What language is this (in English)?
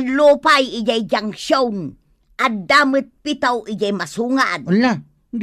Iloko